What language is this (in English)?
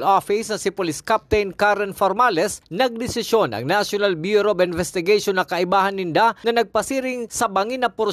Bikol